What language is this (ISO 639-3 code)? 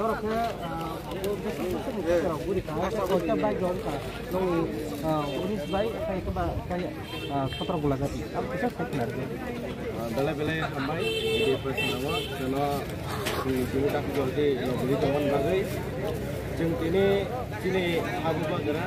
trp